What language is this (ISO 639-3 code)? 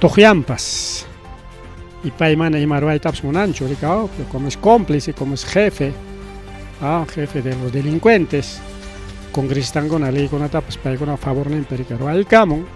quy